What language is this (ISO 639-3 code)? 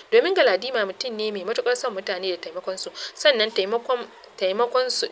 hau